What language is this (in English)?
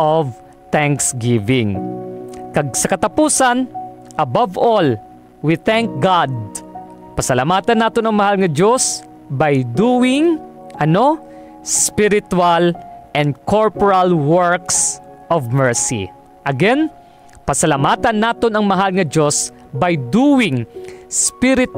Hiligaynon